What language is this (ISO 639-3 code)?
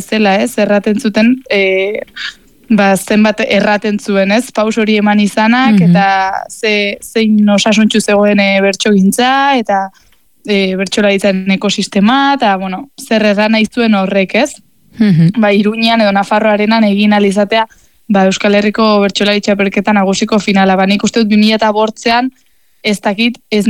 eus